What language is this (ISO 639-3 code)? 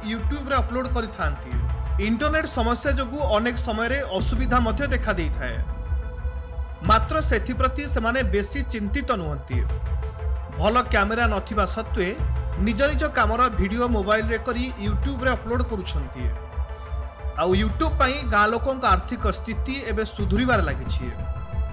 ori